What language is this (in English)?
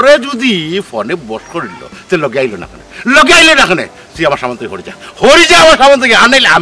Sylheti